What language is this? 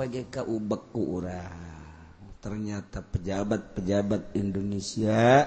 Sundanese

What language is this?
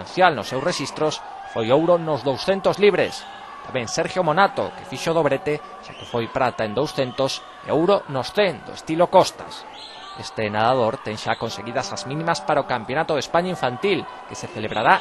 Galician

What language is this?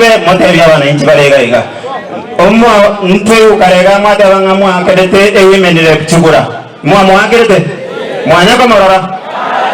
Gusii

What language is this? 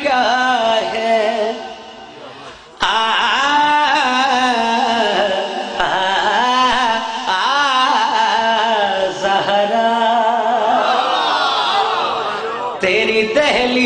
Urdu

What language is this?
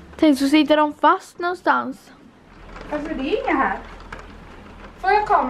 Swedish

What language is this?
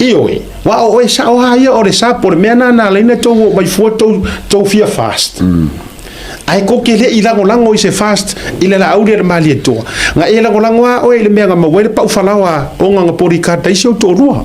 Samoan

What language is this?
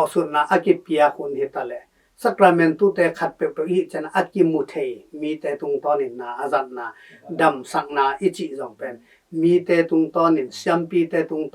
Tedim Chin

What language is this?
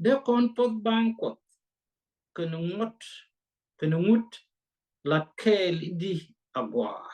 Nuer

